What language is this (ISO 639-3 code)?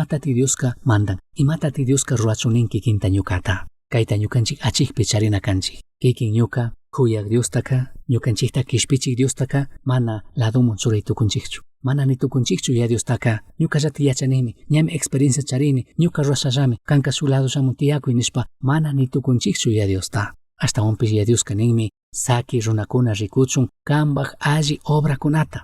qug